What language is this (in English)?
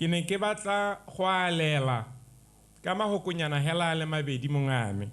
Tswana